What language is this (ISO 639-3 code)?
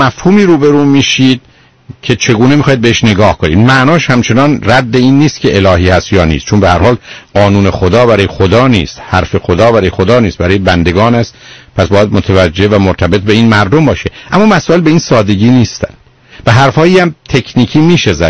fas